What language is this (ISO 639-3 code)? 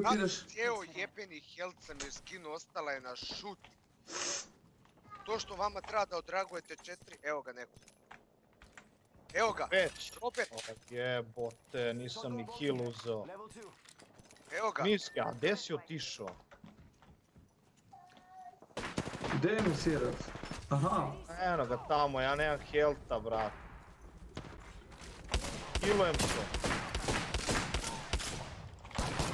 hrv